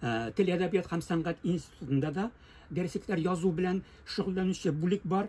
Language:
Tatar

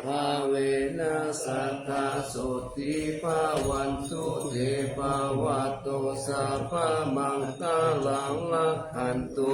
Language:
Pali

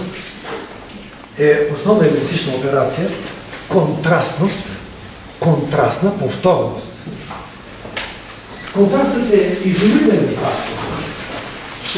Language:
Bulgarian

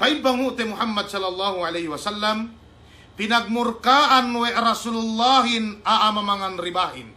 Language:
Yakan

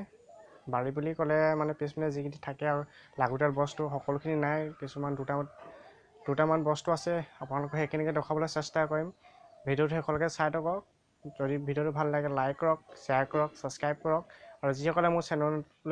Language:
Assamese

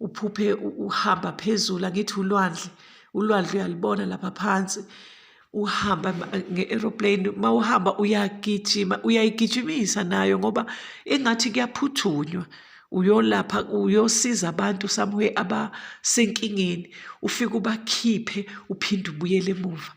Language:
Zulu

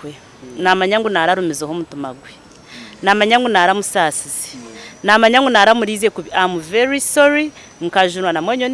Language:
Nyankole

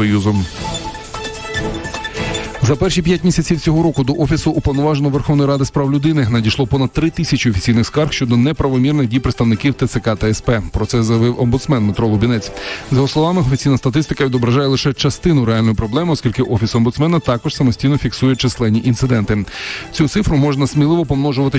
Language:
Ukrainian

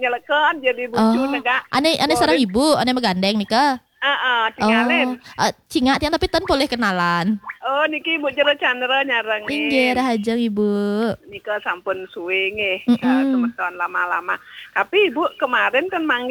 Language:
Balinese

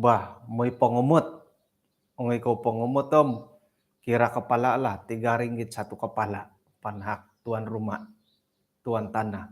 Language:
Central Dusun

